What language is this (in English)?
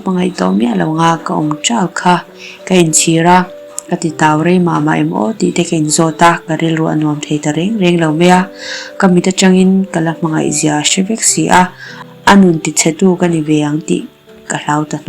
Mizo